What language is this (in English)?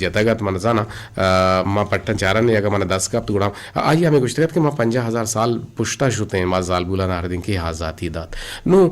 Eastern Balochi